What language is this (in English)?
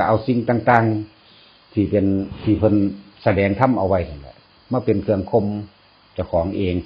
Northeastern Thai